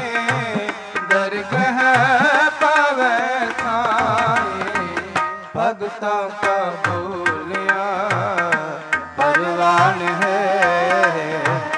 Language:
Punjabi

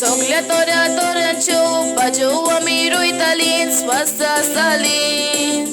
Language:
Konkani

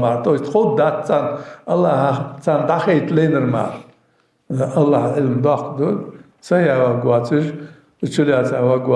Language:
Ingush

